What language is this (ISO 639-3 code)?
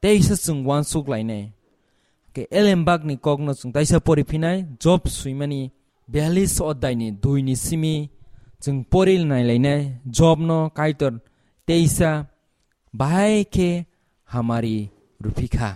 trp